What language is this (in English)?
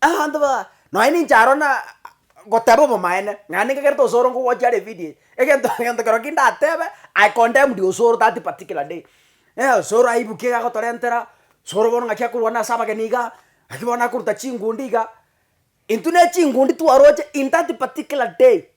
Gusii